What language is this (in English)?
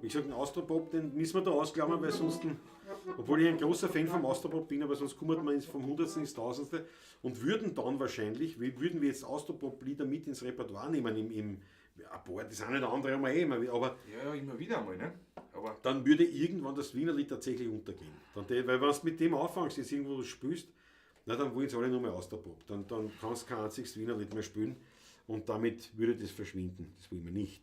Bavarian